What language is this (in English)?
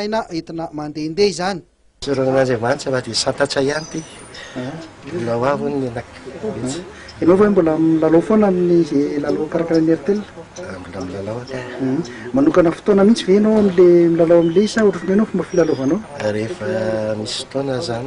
Malagasy